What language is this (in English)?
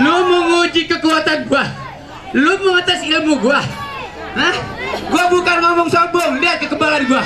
Betawi